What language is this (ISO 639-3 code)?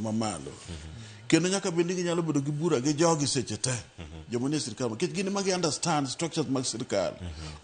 luo